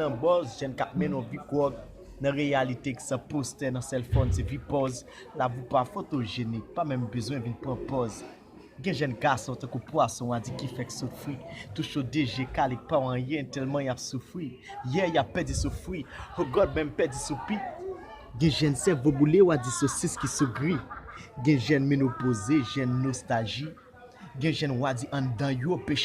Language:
Haitian Creole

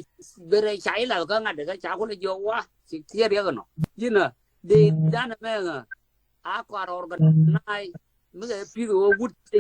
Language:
Nuer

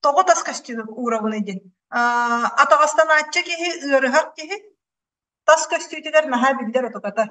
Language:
Yakut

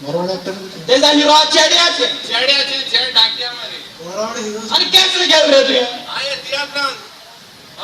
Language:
Konkani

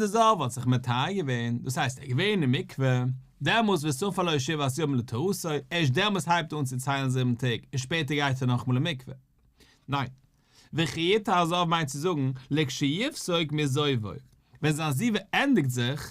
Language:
Yiddish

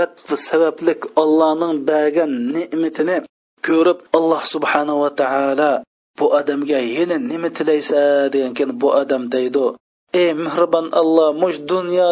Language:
Uyghur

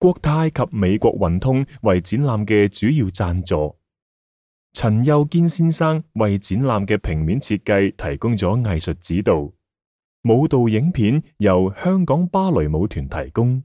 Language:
Cantonese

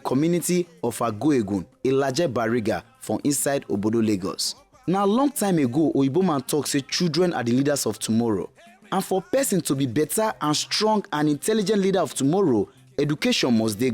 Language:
Nigerian Pidgin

